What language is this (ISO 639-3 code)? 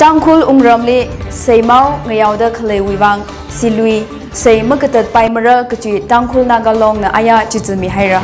nmf